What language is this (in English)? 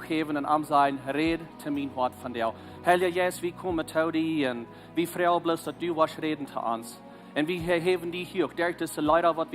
Plautdietsch